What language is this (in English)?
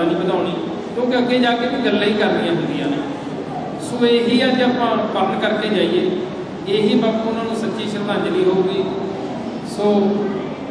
Punjabi